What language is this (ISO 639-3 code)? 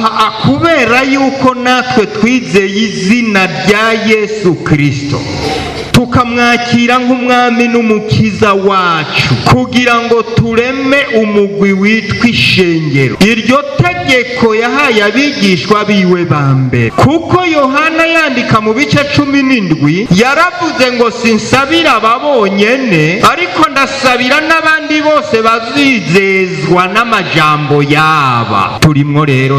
run